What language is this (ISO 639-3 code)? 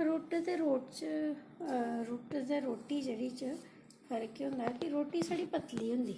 doi